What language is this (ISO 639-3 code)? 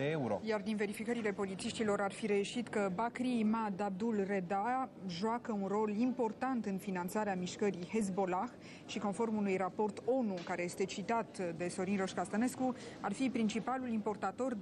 ron